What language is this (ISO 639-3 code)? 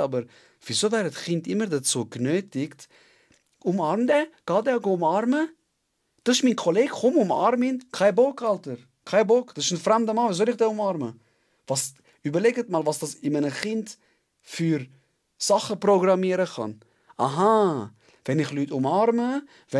gsw